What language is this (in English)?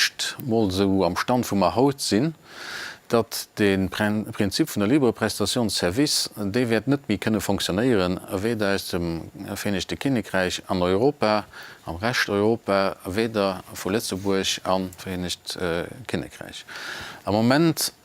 Luxembourgish